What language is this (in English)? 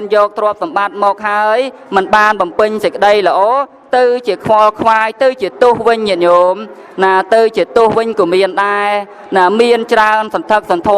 Khmer